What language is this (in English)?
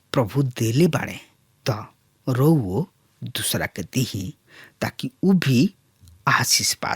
Bhojpuri